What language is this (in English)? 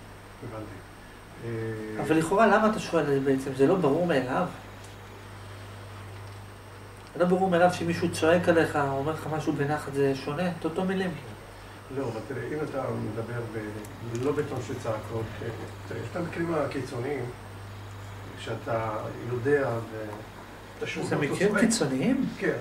Hebrew